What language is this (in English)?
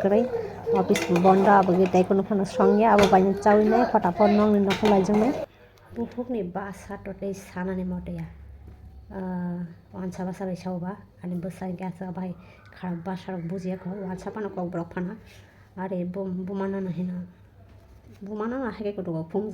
Kok Borok